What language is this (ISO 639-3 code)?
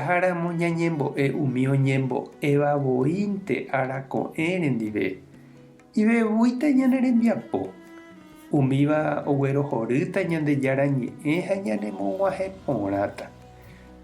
grn